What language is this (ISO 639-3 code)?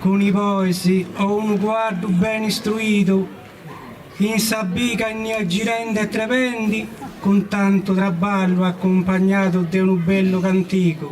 srd